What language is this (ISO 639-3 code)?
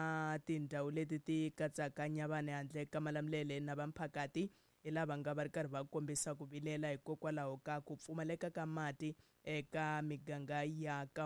tso